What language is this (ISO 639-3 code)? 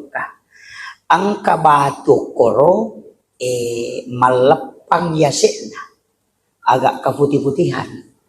bug